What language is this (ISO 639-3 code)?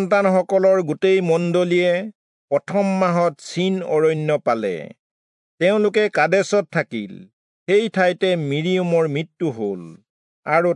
asm